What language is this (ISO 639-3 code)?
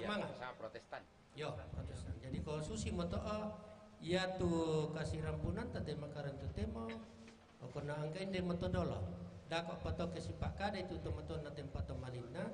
sda